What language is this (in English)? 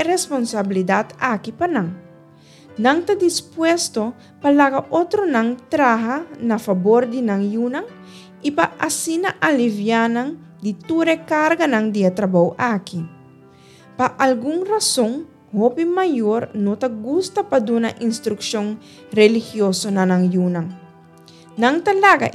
Papiamento